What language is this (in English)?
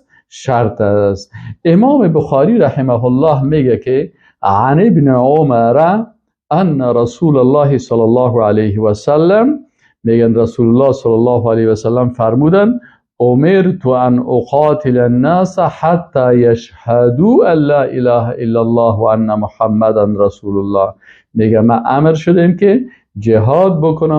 Persian